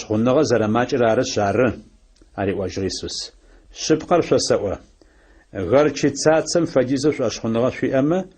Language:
Adyghe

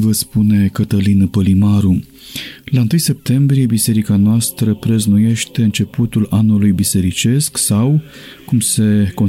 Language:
Romanian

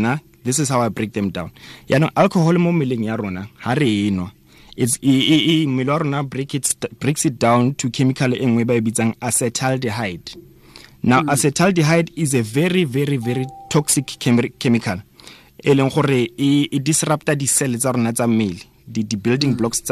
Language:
Tswana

